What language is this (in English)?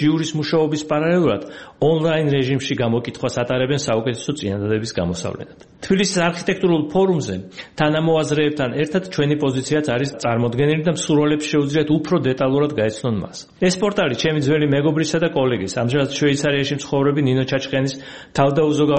Georgian